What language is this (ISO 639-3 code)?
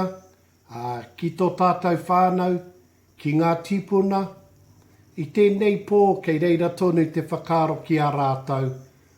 mri